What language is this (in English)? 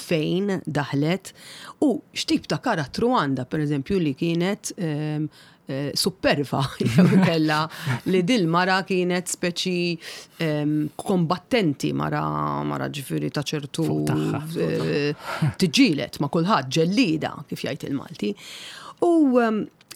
Maltese